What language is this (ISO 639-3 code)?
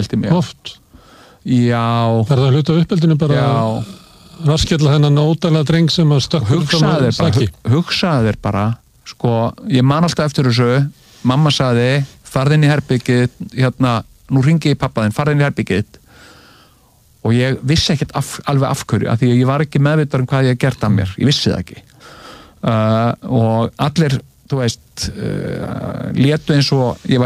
isl